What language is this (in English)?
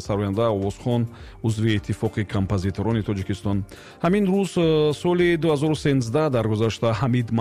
Tajik